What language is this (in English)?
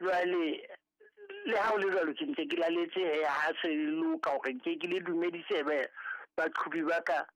Southern Sotho